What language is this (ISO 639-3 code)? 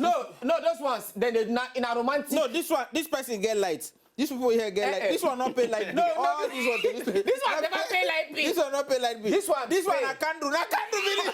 pcm